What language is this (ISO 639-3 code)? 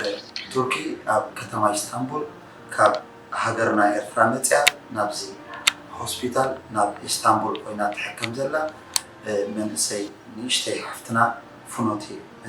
tir